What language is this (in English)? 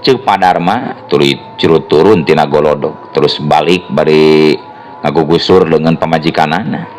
Sundanese